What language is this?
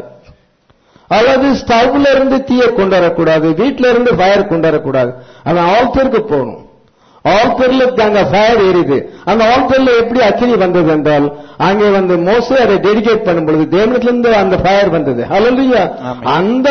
Tamil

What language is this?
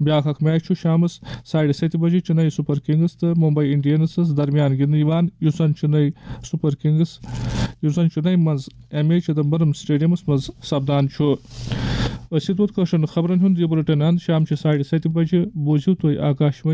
Kashmiri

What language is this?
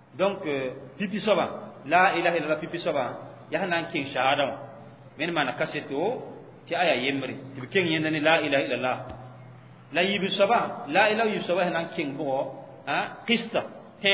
Mossi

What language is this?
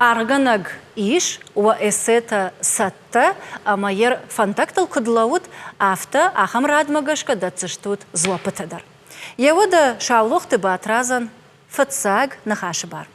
Ossetic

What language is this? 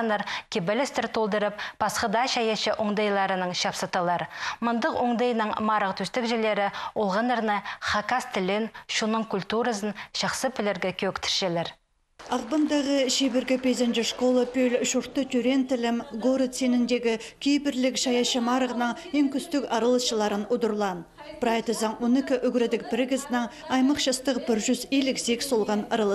Khakas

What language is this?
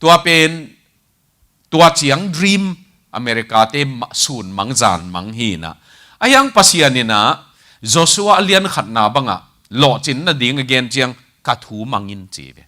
Tedim Chin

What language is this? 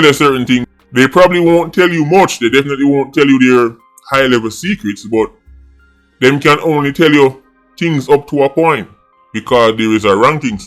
Jamaican Creole English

